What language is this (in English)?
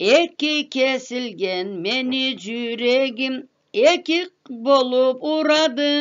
Karachay-Balkar